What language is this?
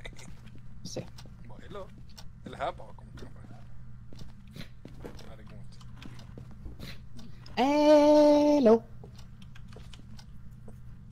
Swedish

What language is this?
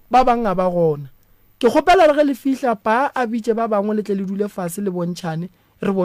Northern Sotho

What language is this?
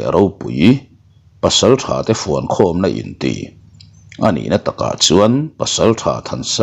Mizo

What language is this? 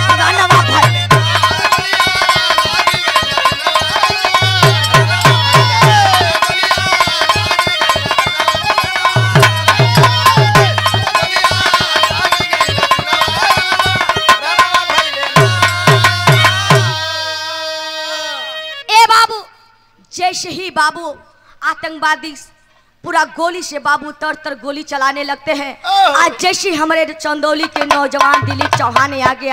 Bhojpuri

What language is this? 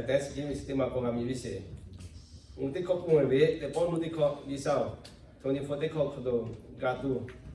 Lahu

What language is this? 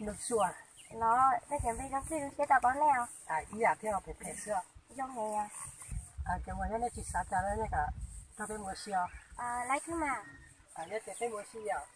Hmong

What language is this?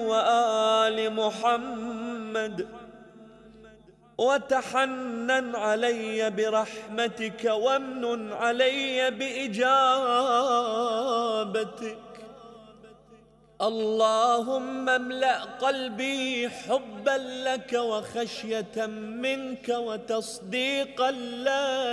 Arabic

